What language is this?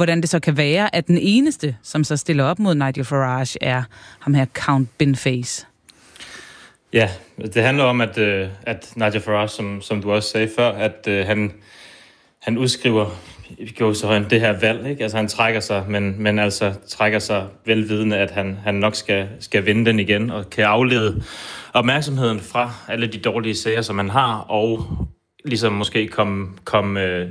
Danish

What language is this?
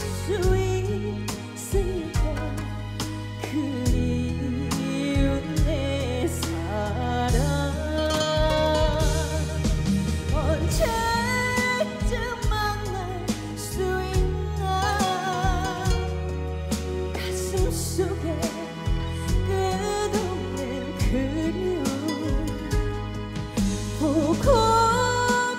Korean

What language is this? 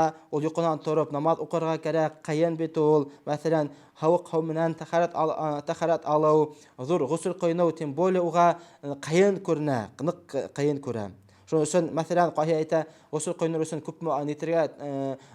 Bashkir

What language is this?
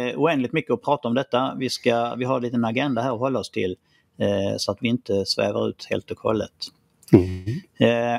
Swedish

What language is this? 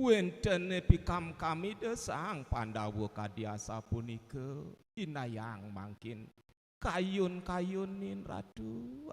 Balinese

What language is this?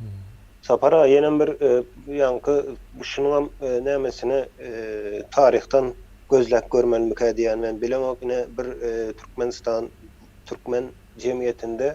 Turkmen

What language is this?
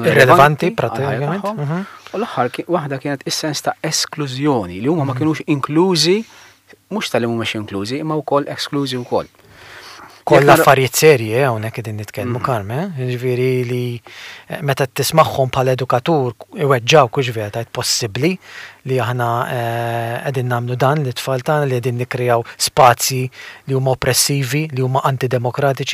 Maltese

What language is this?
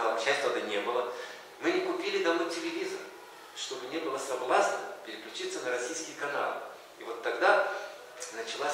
Russian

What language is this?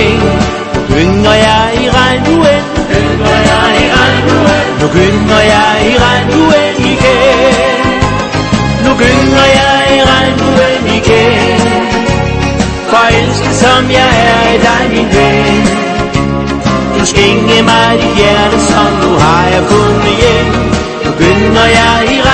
Danish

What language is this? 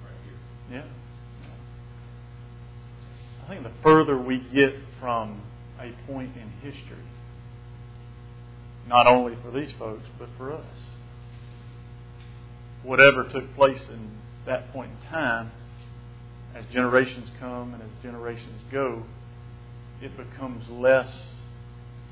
English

